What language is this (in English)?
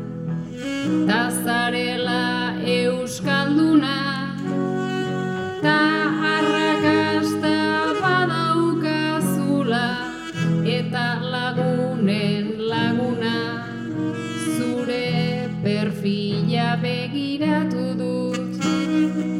Basque